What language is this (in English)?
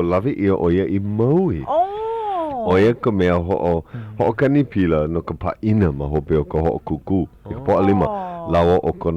Hawaiian